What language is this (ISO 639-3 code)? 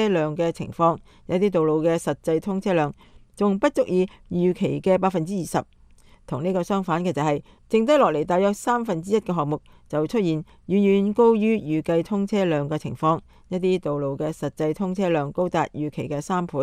yue